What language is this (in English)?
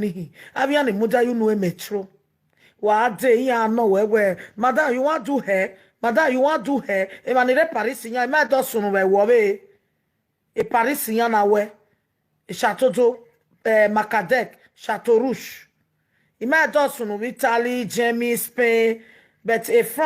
Nigerian Pidgin